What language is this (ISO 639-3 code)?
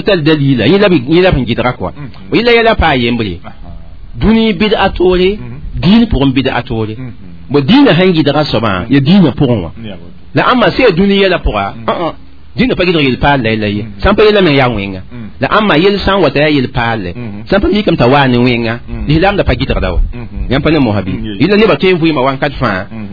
mos